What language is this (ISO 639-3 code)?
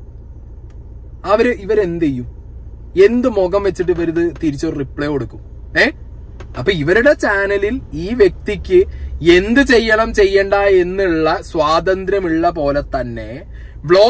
mal